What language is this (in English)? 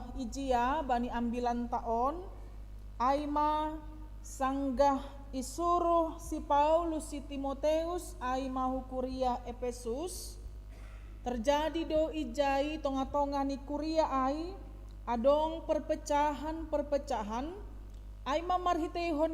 Batak Simalungun